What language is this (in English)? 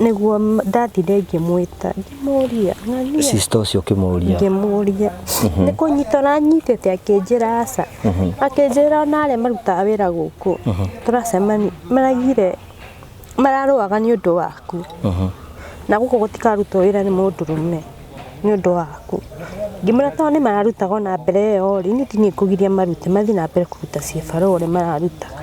Kikuyu